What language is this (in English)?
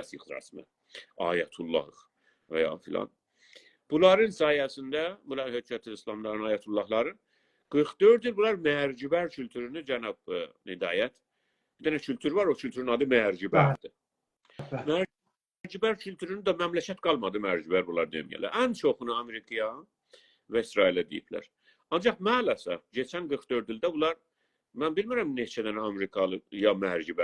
South Azerbaijani